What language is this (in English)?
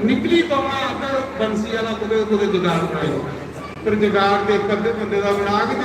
Dogri